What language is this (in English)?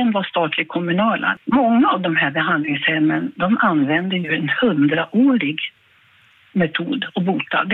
Swedish